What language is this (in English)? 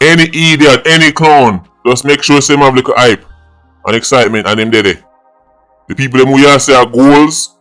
Jamaican Creole English